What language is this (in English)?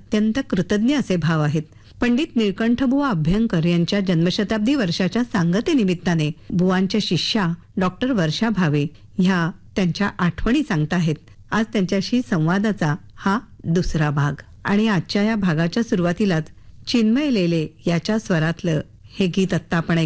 Marathi